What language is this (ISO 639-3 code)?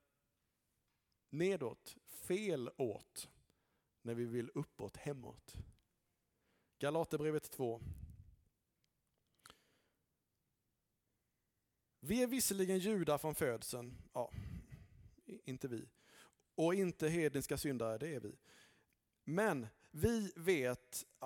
swe